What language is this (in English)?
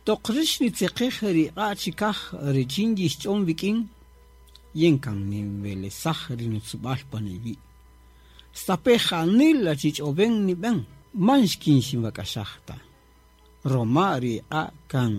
Kaqchikel